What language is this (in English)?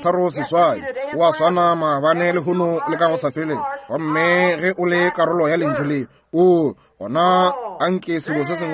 Northern Sotho